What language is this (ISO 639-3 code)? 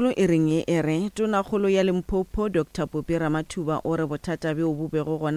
nso